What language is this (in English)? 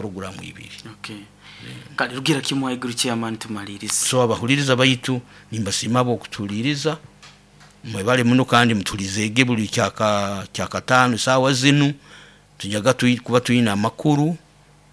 Nyoro